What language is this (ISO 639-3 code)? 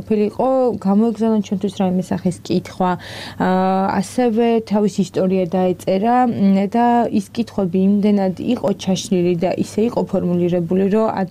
kat